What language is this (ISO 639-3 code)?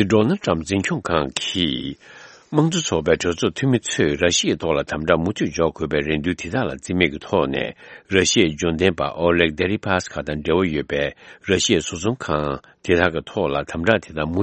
bod